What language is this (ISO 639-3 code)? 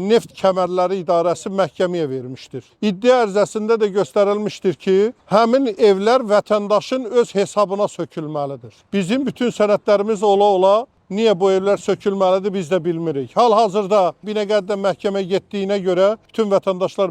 aze